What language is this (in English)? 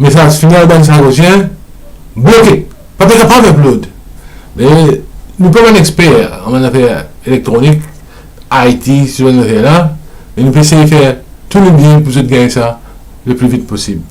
Morisyen